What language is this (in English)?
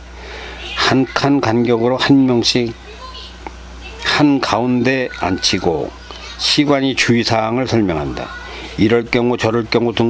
Korean